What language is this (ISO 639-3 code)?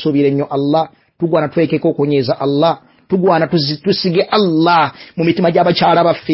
lug